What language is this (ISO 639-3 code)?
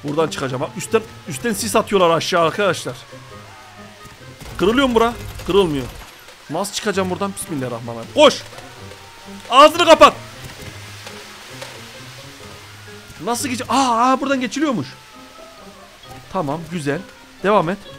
tur